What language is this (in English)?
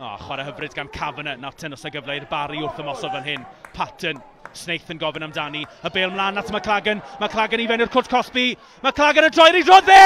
Welsh